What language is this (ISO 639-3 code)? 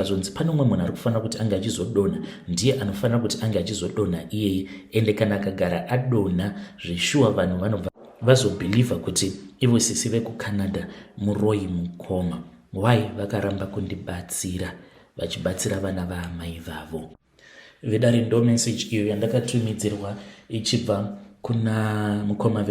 sna